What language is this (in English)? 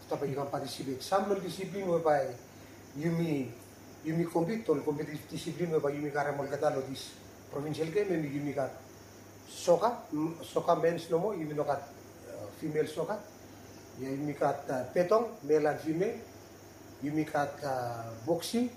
Bislama